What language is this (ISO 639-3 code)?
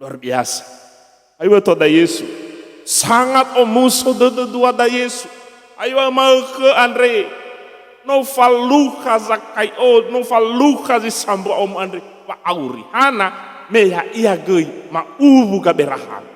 nia